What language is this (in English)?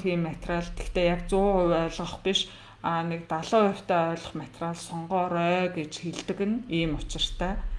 Mongolian